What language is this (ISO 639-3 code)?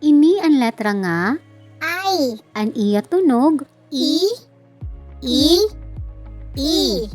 war